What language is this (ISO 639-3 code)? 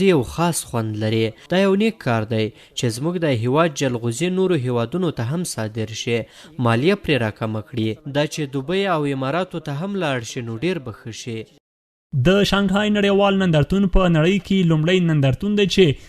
pus